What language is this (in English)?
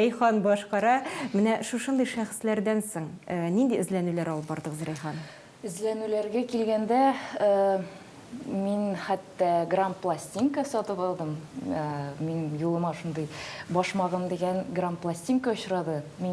Tatar